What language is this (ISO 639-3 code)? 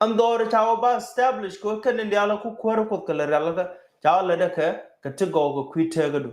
nus